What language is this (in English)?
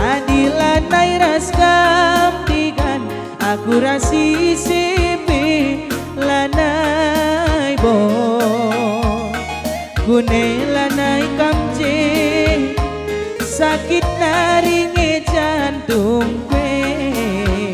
Batak Karo